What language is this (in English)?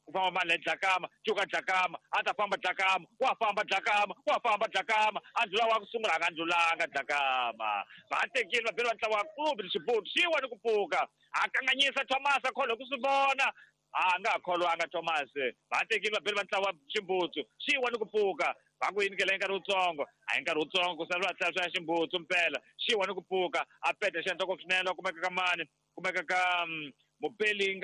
Tsonga